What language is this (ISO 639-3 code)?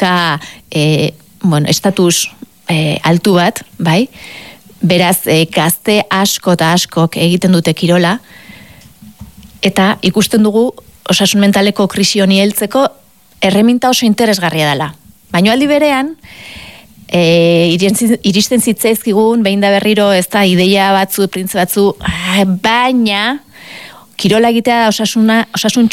eus